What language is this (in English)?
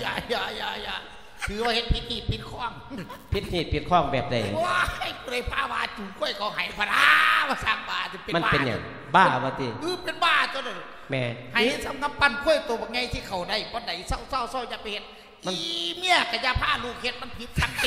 Lao